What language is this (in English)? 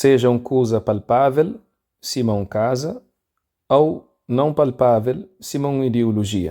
Kabuverdianu